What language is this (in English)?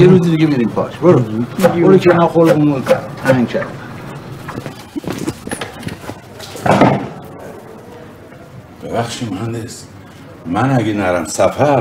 Persian